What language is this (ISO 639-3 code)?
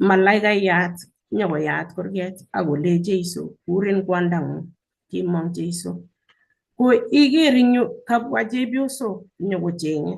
kln